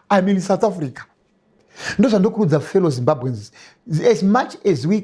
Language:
Shona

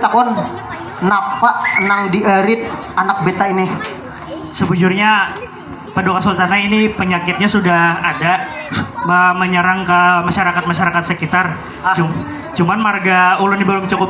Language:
Banjar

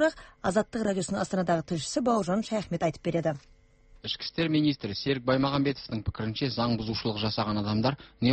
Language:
Kazakh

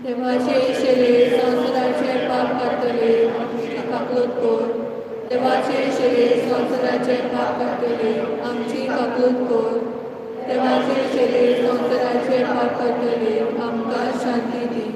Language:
Konkani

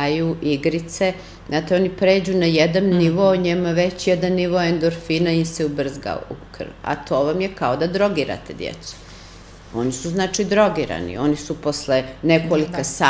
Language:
Serbian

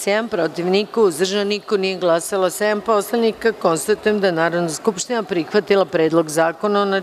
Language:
Serbian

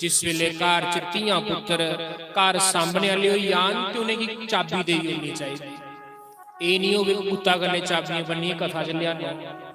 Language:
Dogri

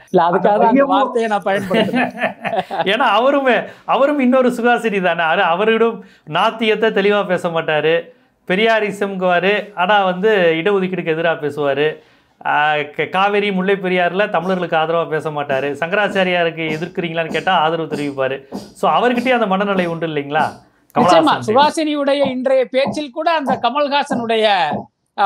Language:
Tamil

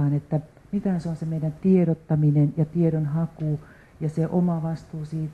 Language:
Finnish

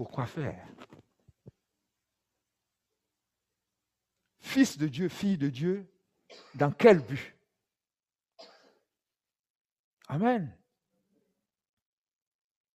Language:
French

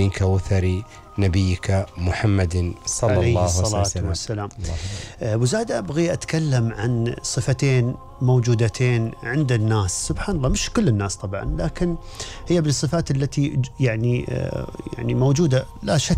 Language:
Gulf Arabic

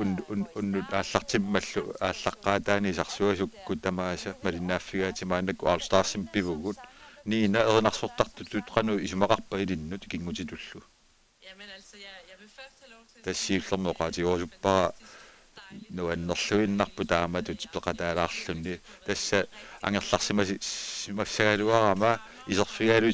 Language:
Kalaallisut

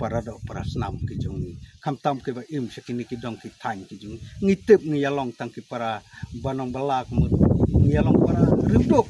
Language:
Khasi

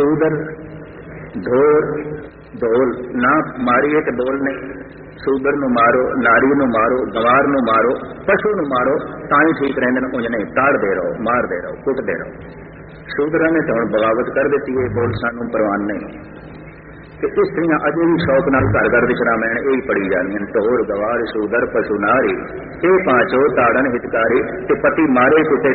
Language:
Punjabi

